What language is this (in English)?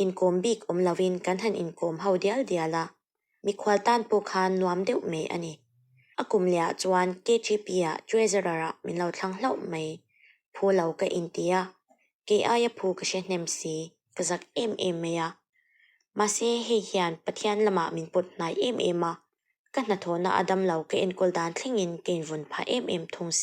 Mizo